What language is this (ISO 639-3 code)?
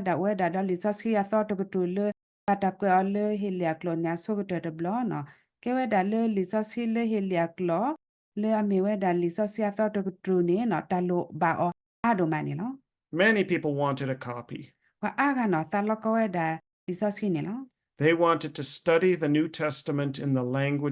ksw